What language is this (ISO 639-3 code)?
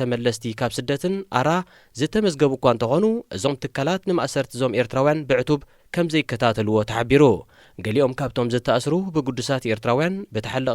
tir